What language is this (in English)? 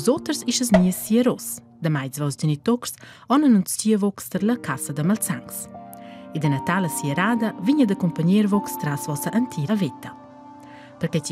Romansh